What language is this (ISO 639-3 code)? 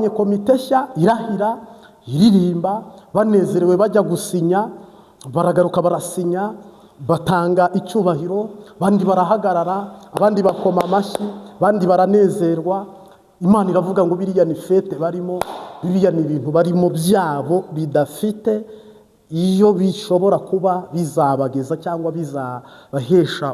kin